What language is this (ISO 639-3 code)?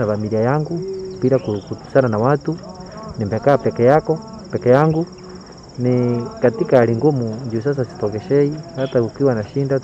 kik